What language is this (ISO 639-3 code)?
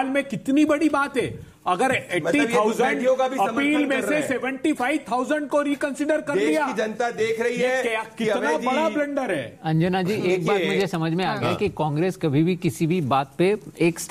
hin